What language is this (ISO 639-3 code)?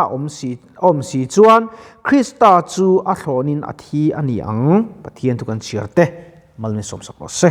lus